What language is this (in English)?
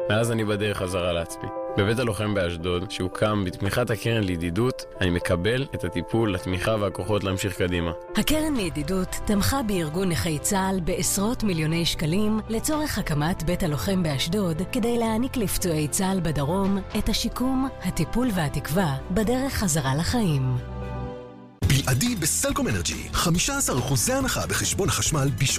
Hebrew